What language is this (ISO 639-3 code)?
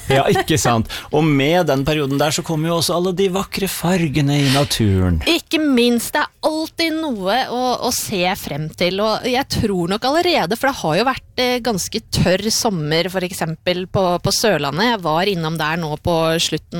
nor